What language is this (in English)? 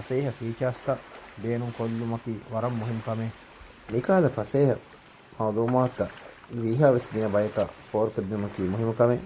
Divehi